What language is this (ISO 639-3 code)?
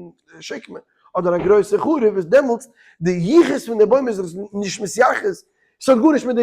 yid